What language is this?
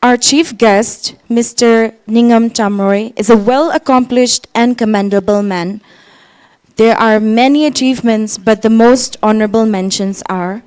Tangkhul Naga (India)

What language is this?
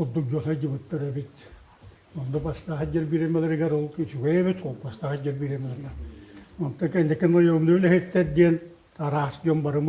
Yakut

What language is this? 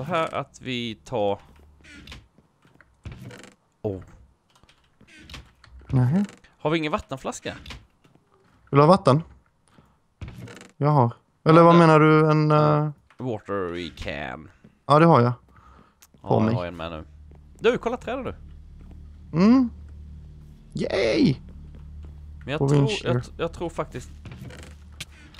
Swedish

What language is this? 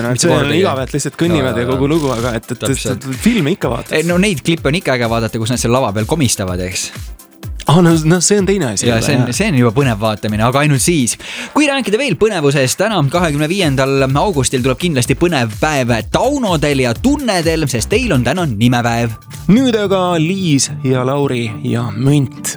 Estonian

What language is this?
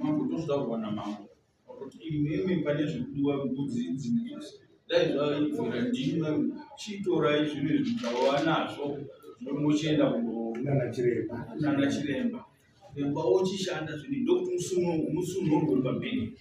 Shona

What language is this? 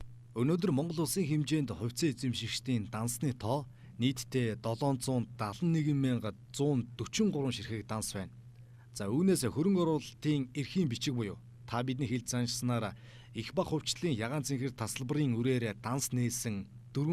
Mongolian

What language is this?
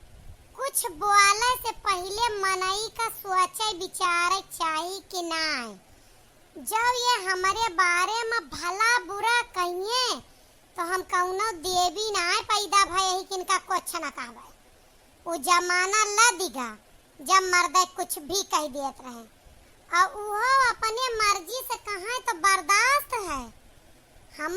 Awadhi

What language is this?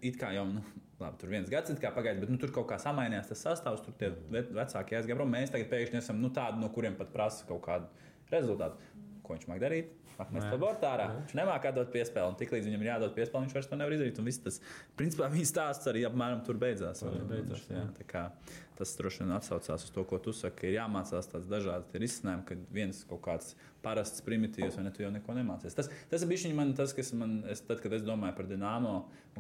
Latvian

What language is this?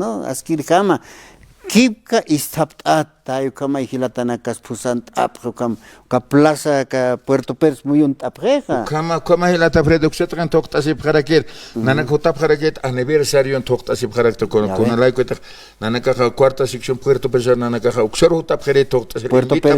Aymara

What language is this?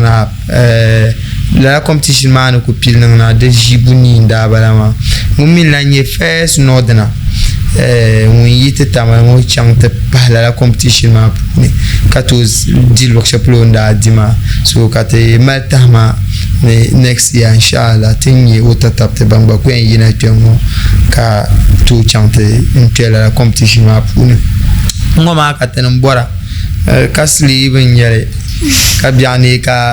Dagbani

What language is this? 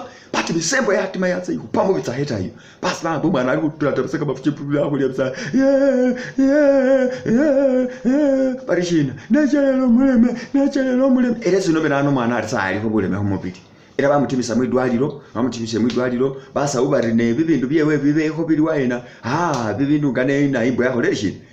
Masaaba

